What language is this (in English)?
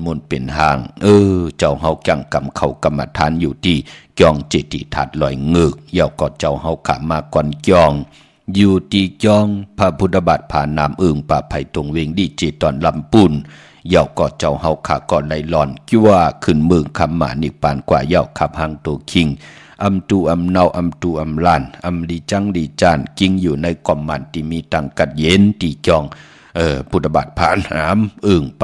Shan